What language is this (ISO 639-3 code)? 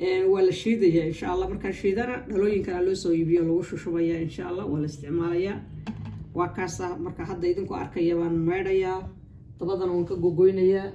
som